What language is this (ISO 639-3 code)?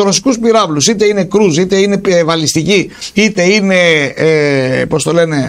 ell